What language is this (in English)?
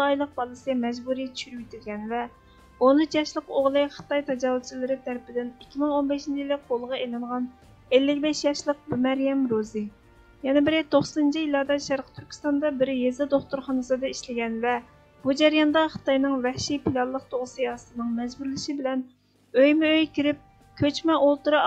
Uyghur